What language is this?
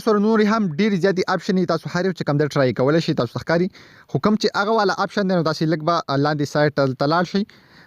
Pashto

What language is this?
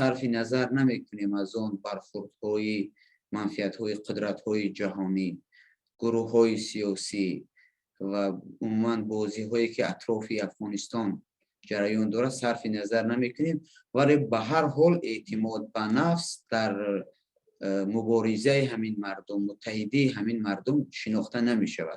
Persian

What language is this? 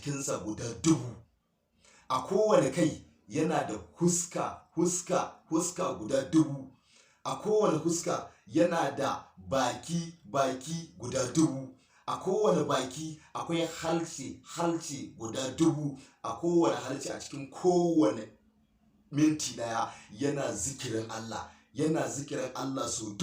Hausa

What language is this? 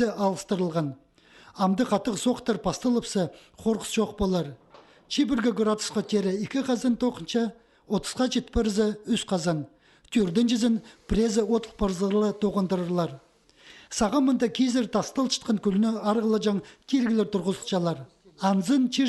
Khakas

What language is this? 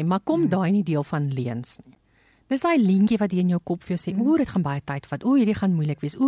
Afrikaans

